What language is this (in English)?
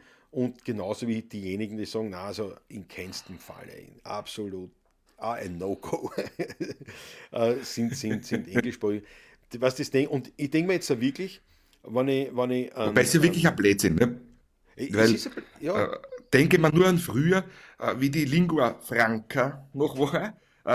Bavarian